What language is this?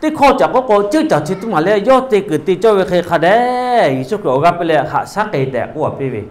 Lahu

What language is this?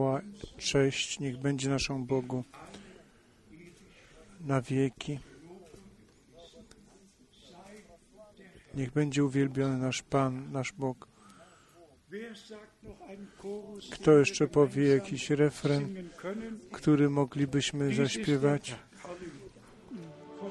Polish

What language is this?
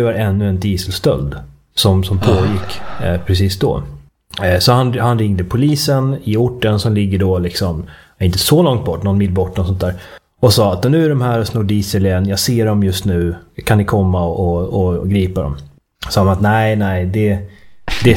Swedish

